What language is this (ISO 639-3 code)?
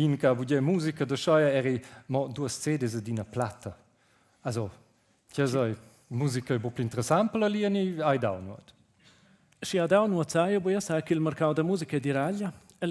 roh